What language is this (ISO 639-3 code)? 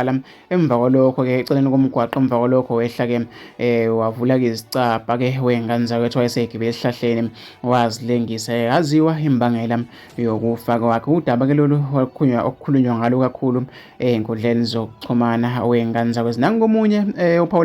zul